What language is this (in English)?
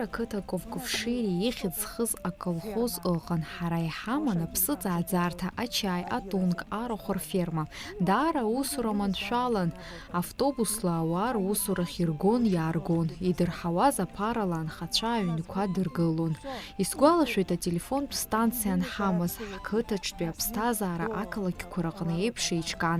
Abkhazian